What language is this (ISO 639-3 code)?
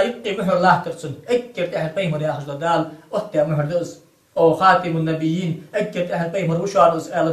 inh